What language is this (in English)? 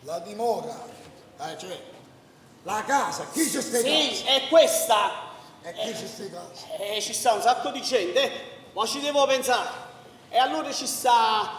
Neapolitan